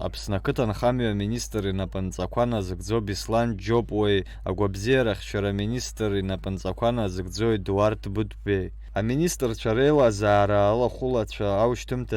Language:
Abkhazian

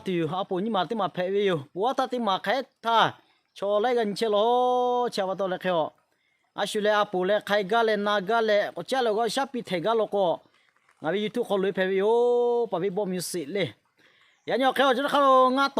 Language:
Lahu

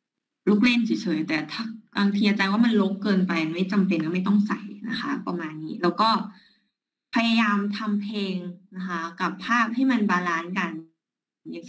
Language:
Thai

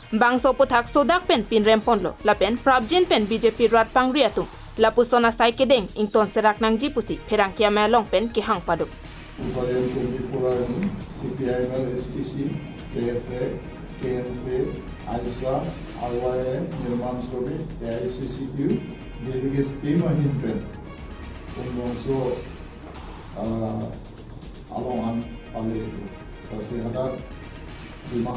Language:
Karbi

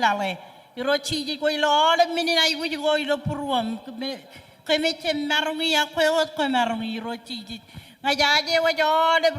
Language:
Marshallese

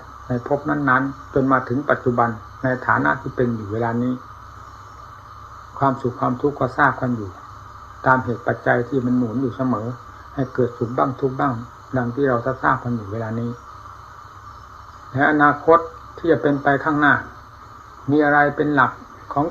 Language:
Thai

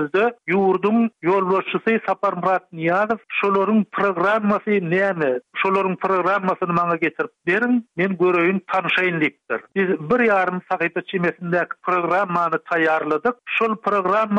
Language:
Turkmen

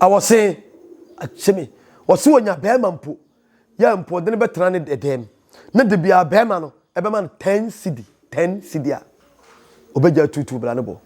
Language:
Akan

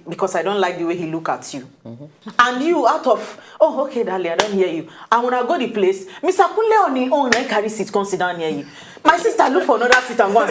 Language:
Nigerian Pidgin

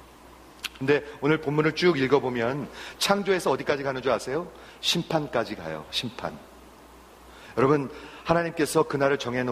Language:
Korean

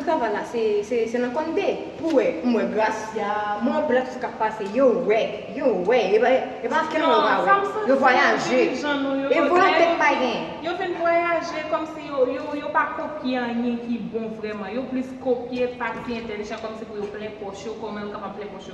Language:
Haitian Creole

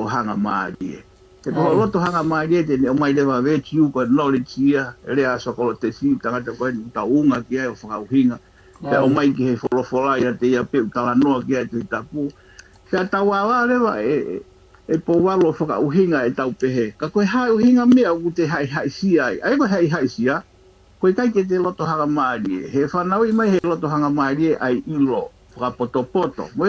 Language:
Tongan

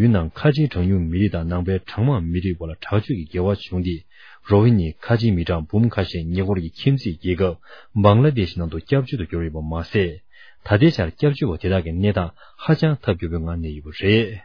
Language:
Tibetan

